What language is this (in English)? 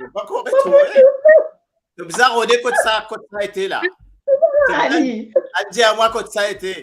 Morisyen